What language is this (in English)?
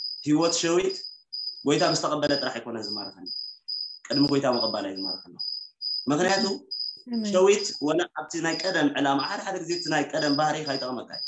Tigrinya